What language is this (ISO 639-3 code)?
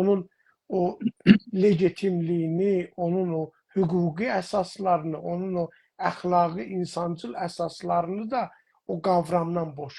azb